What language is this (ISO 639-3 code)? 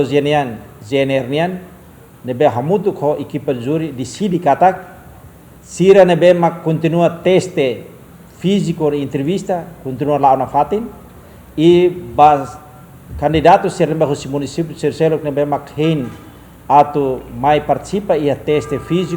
tet